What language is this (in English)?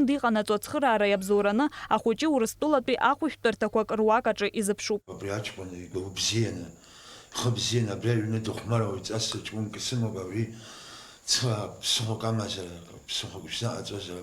Abkhazian